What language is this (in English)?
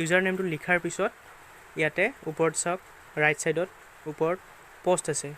Assamese